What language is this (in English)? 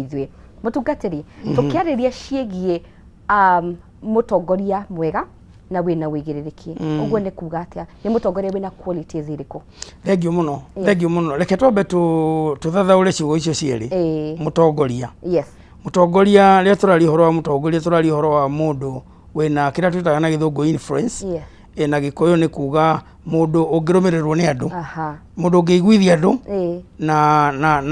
Kikuyu